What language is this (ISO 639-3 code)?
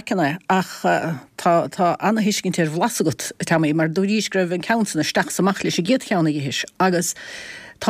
gle